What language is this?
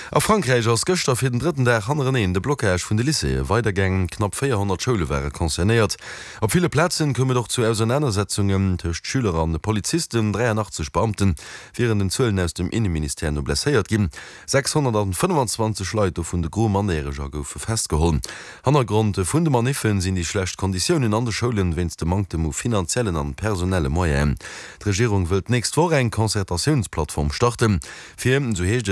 Luxembourgish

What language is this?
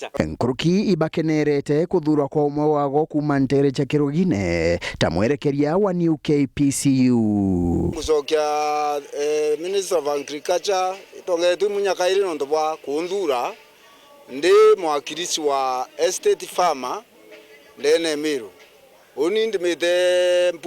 Meru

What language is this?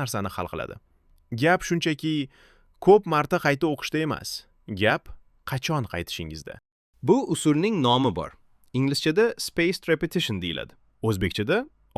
Uzbek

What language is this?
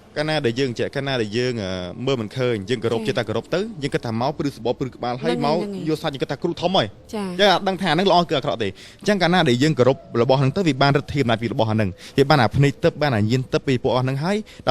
Khmer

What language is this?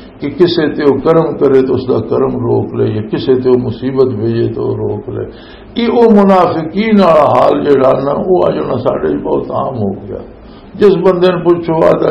Western Panjabi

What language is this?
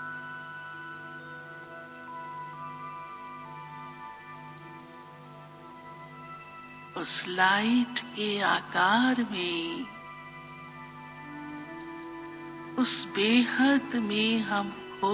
Hindi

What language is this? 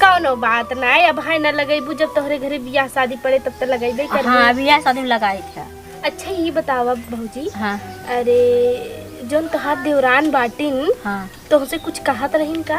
Awadhi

